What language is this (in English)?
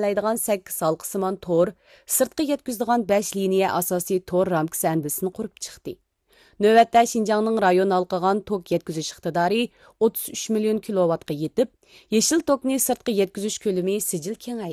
Uyghur